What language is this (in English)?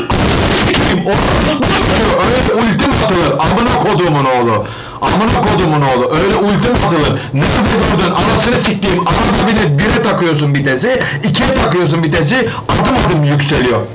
Turkish